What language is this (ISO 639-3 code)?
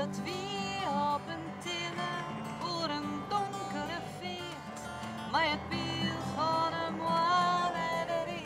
fry